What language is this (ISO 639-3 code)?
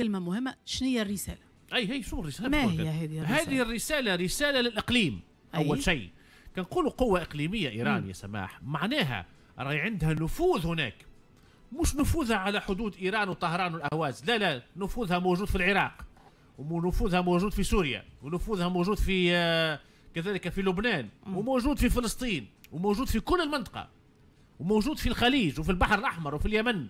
aeb